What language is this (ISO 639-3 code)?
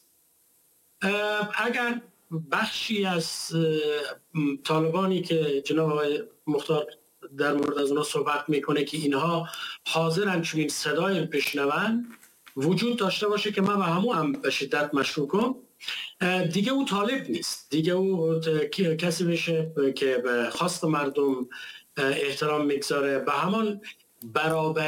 fas